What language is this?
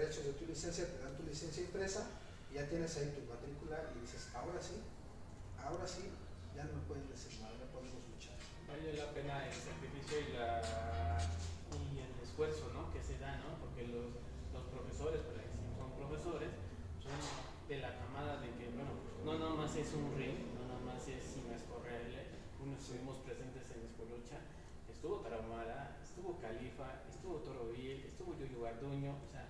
Spanish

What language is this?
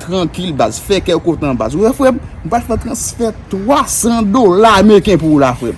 Haitian Creole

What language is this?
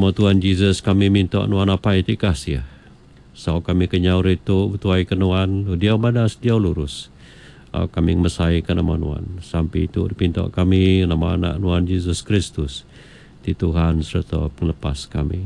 Iban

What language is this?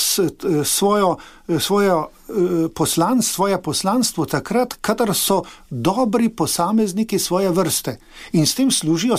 Slovenian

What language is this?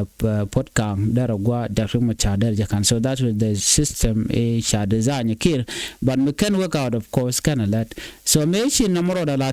Nuer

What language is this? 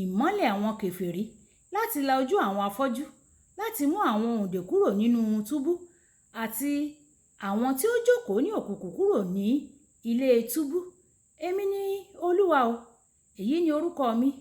Yoruba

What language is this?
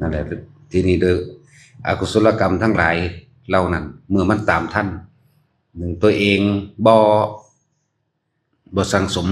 Northeastern Thai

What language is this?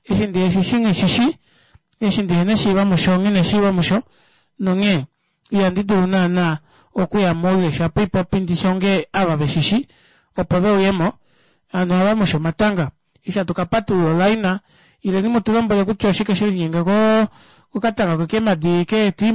Kuanyama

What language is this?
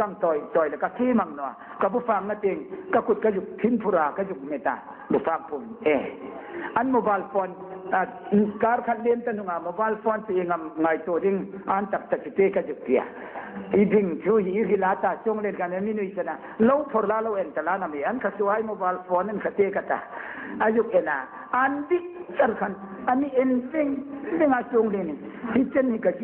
Hmar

